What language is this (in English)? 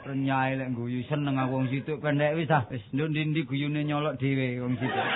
Javanese